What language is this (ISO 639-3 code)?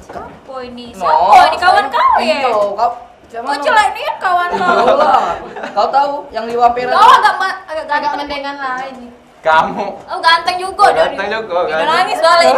mui